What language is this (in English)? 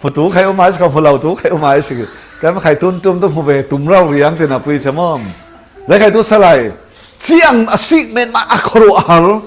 Falam Chin